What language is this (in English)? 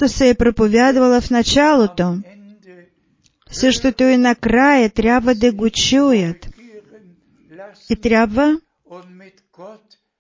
Bulgarian